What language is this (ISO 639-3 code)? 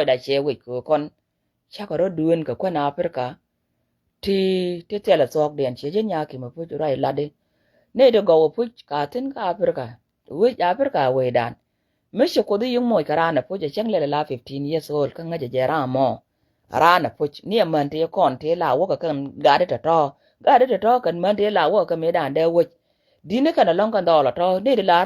nus